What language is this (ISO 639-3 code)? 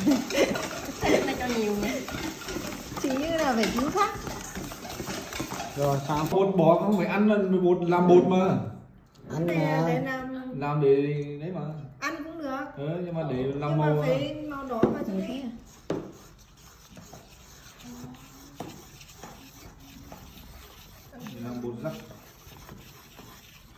vie